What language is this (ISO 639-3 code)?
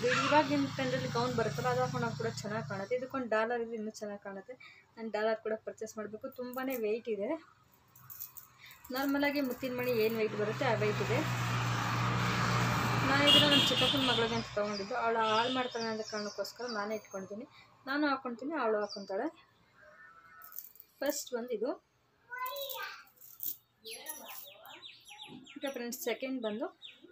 kan